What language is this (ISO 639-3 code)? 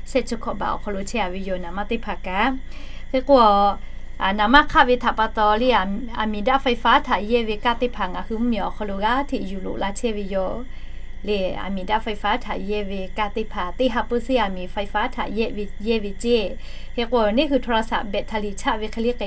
lhu